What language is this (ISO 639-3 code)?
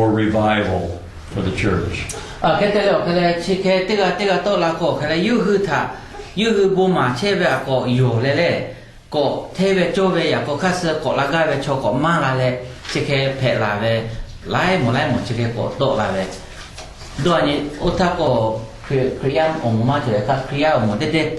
lhu